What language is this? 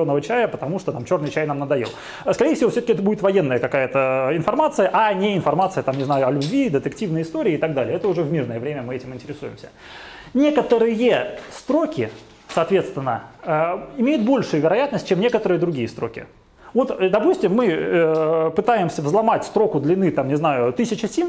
Russian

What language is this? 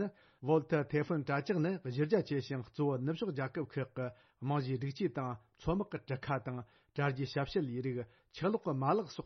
Tibetan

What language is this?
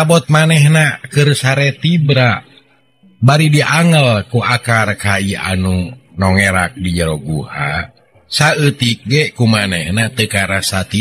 Sundanese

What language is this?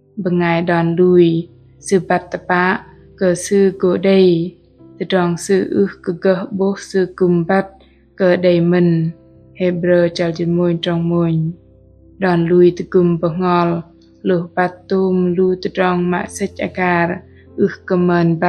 Bahnar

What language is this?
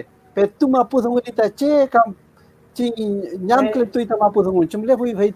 Mapuche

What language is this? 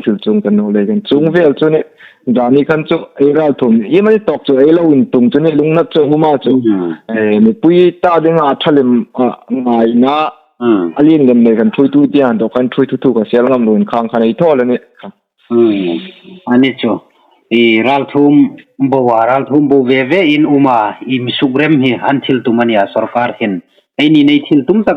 Hmar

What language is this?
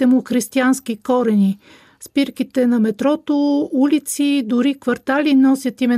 Bulgarian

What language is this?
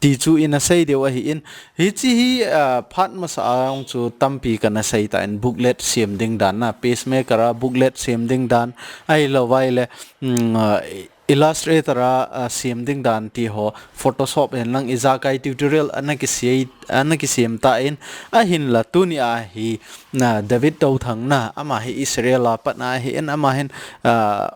Thado Chin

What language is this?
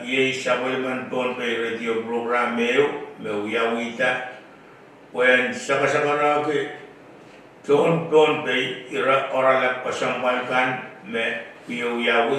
Pohnpeian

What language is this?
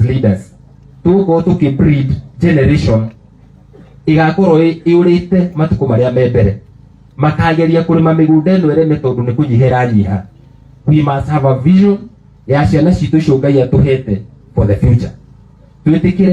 Kikuyu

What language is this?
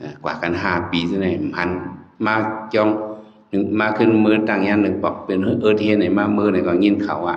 Shan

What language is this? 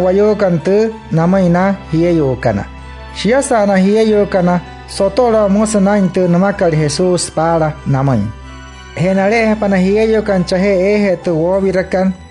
Wayuu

